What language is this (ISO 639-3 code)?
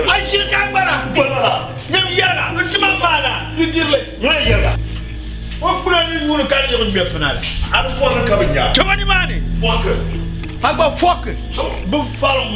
dag